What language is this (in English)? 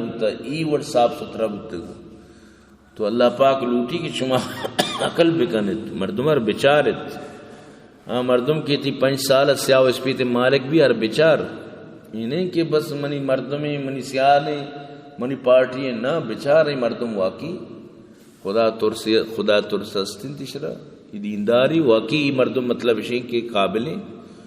Baluchi